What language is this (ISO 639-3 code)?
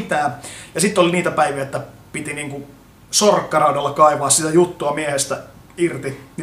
fin